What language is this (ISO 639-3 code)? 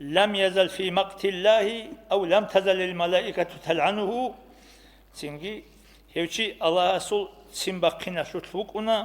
ava